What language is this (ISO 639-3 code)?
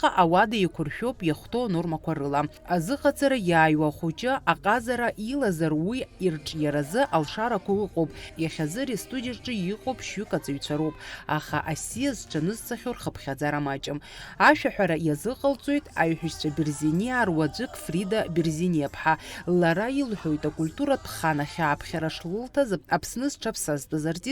abk